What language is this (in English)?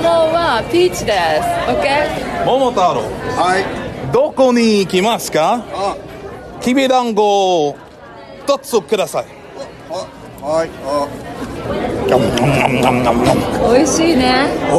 Japanese